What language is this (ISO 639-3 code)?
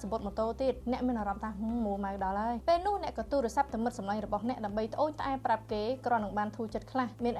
khm